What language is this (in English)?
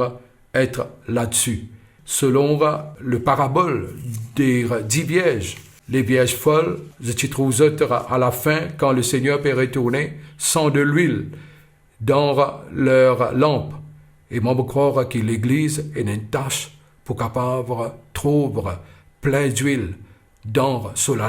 Morisyen